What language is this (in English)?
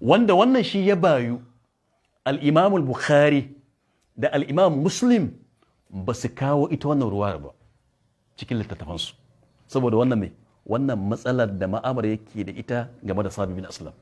Hausa